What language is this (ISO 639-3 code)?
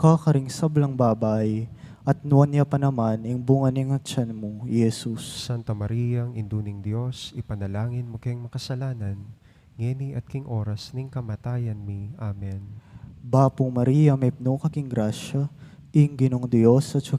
pam